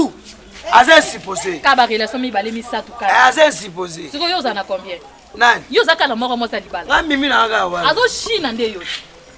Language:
Lingala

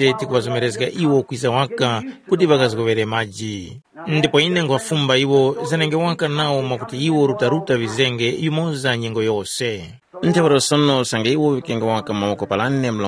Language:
Tumbuka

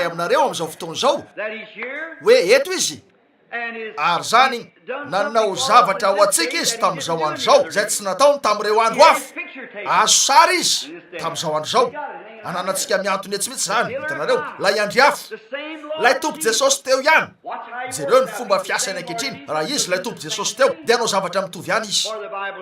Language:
Malagasy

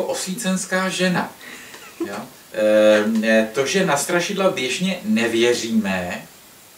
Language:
Czech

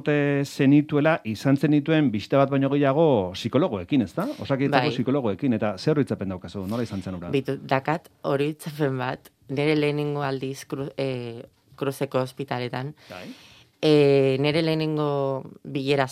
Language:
Basque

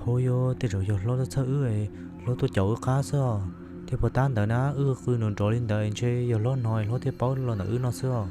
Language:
Hmong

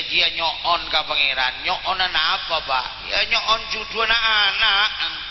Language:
Madurese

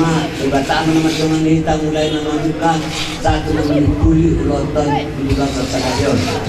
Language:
Batak Toba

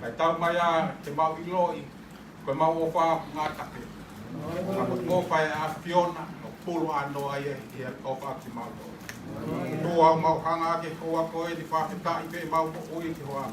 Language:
Tongan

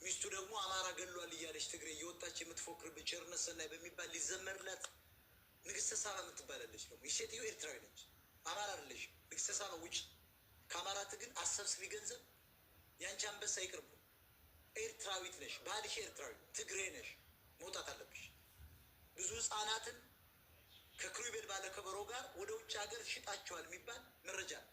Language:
Amharic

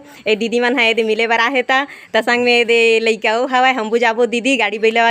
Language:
Chhattisgarhi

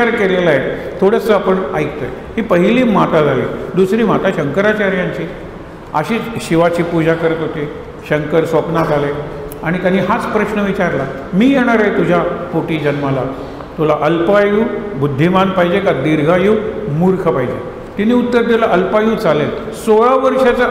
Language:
Marathi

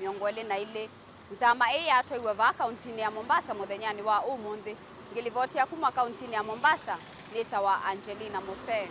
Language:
Kamba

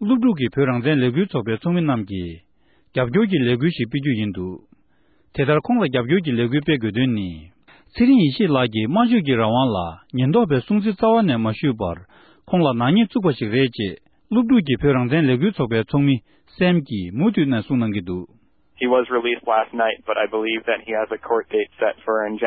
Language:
Tibetan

